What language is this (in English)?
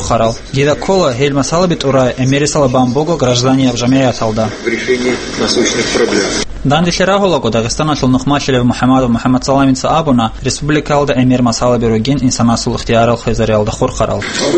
Avaric